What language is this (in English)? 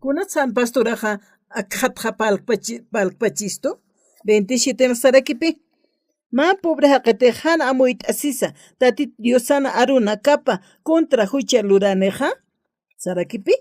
Aymara